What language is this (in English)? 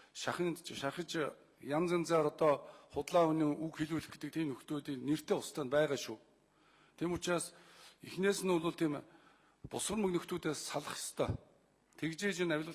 Mongolian